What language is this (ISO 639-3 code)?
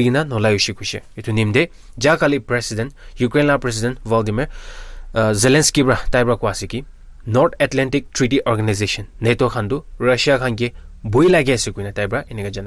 nag